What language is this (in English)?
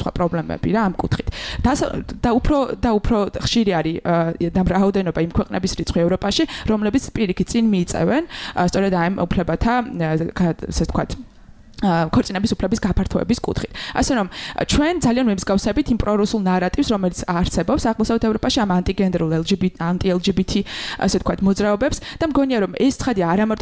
Georgian